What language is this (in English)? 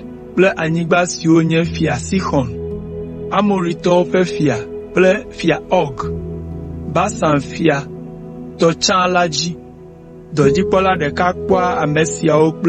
Ewe